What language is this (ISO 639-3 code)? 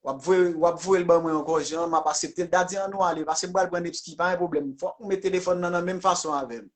hat